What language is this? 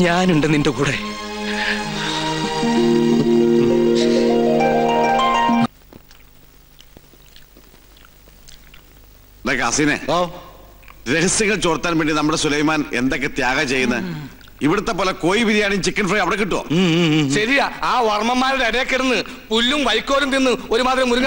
Malayalam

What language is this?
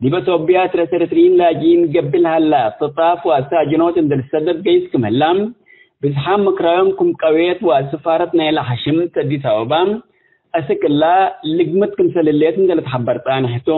Tigre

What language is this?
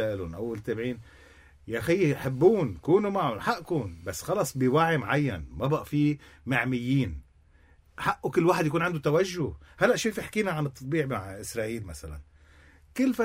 North Levantine Arabic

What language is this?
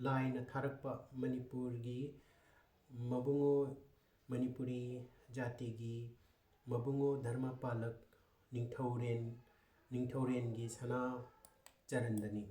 Manipuri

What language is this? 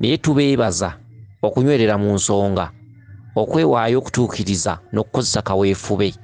Ganda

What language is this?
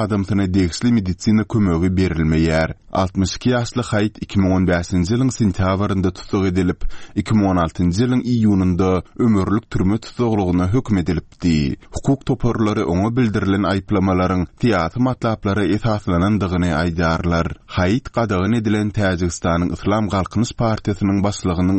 Turkmen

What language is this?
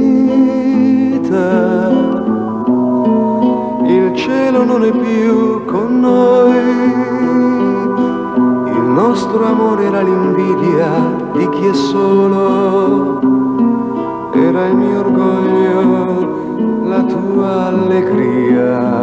Italian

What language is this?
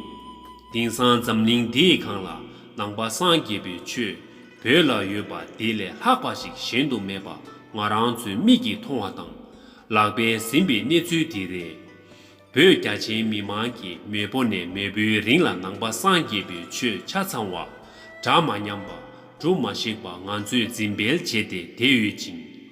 Tibetan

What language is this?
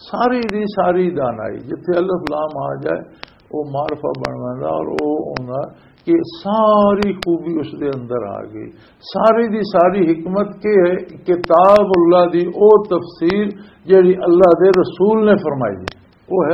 Western Panjabi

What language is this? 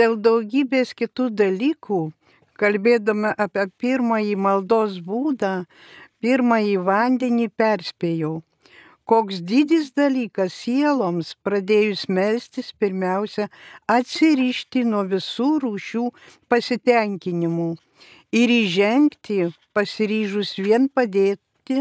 Lithuanian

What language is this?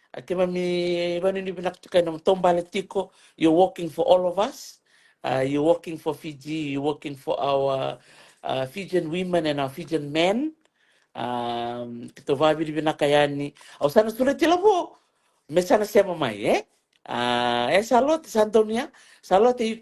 Fijian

